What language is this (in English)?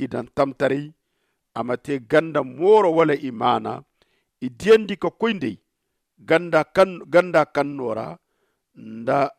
Zarma